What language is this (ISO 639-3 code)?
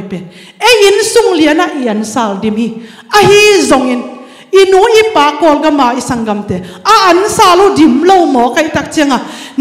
ctd